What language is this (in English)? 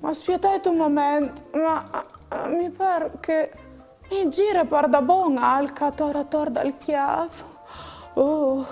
Friulian